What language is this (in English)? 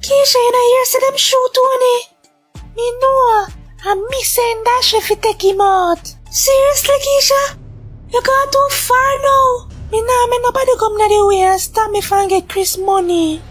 Jamaican Creole English